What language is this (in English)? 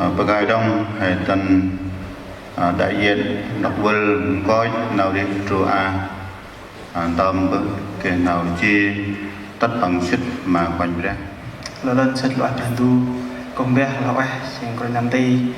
Central Mnong